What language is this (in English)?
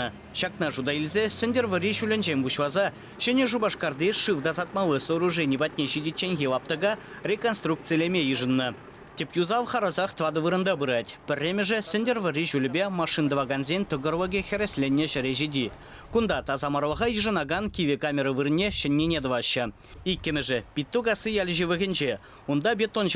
Chuvash